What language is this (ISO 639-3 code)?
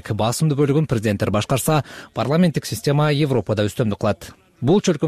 kir